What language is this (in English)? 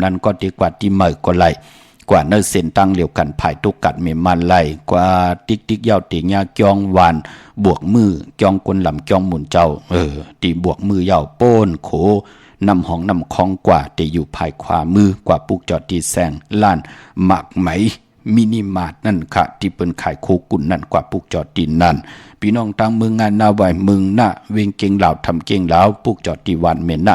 Shan